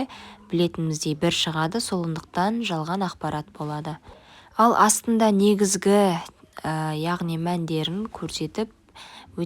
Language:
Kazakh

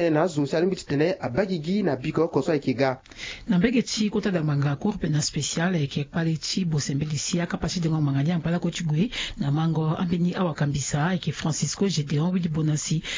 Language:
Sango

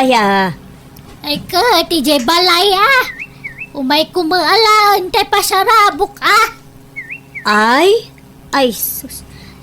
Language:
Iloko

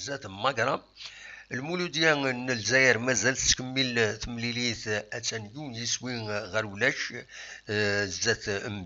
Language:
Kabyle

